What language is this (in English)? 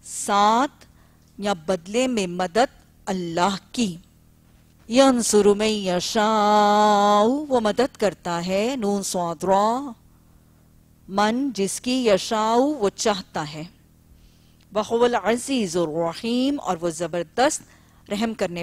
Urdu